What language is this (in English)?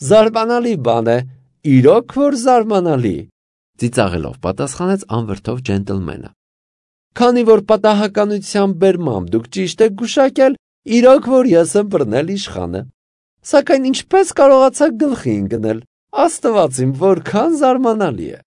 Armenian